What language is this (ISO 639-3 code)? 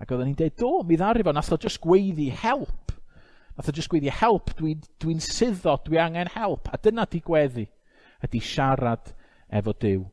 cym